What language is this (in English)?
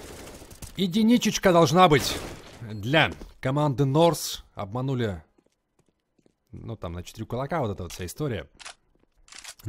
Russian